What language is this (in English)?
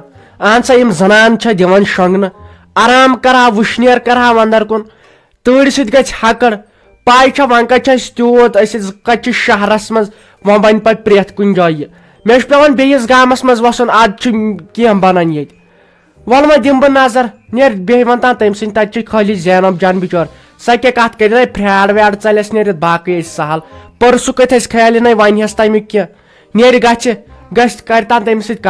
Kashmiri